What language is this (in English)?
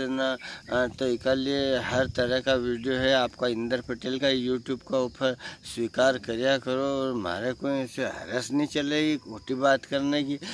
Rajasthani